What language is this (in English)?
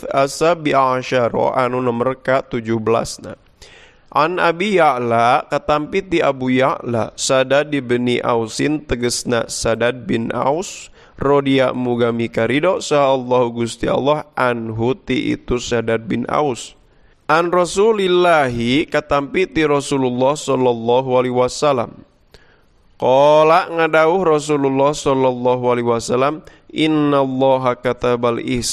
Sundanese